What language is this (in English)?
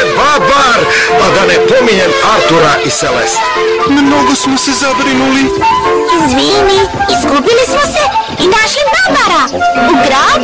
Serbian